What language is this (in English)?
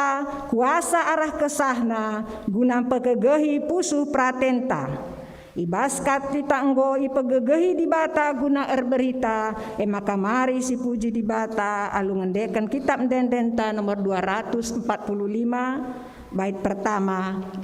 Batak Karo